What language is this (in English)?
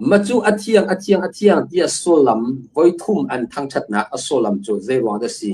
Hakha Chin